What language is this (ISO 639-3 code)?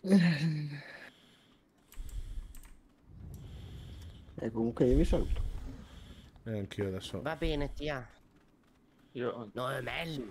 ita